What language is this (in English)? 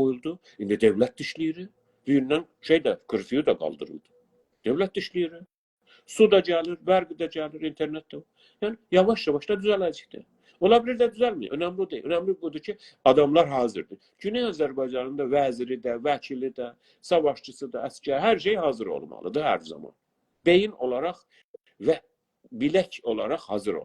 South Azerbaijani